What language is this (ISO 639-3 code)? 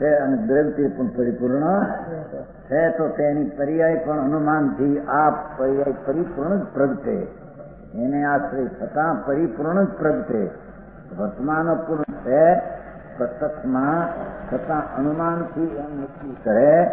guj